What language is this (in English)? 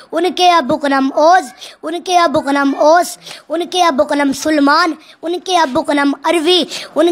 Urdu